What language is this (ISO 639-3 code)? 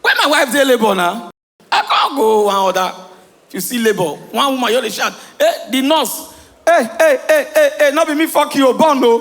pcm